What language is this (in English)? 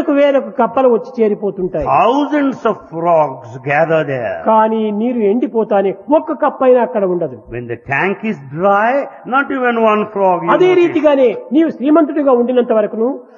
Telugu